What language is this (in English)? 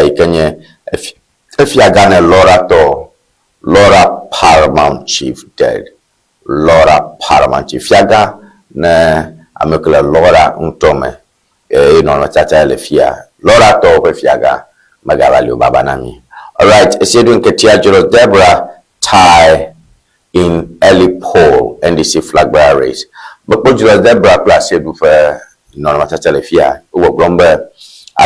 Ewe